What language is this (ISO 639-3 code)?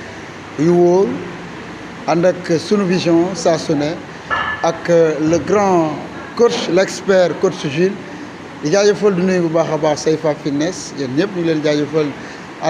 wol